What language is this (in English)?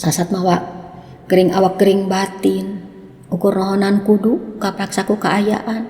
Sundanese